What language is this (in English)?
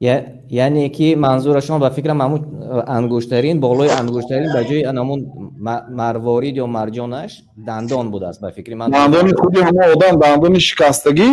Tajik